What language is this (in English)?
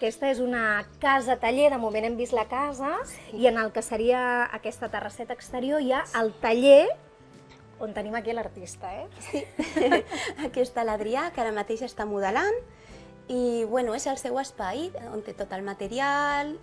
Catalan